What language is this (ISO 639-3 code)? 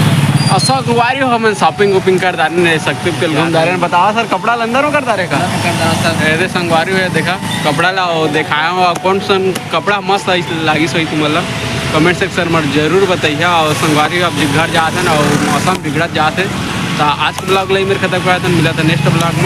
hne